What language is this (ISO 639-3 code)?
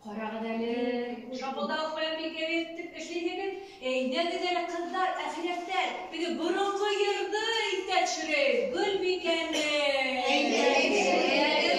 bak